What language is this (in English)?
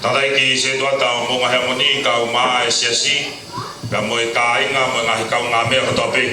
Tongan